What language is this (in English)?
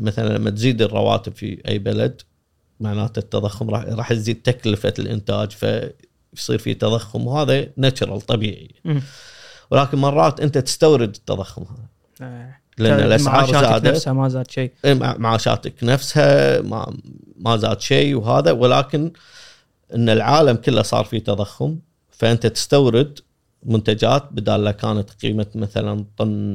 Gulf Arabic